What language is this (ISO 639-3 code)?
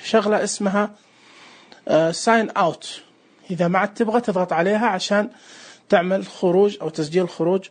ars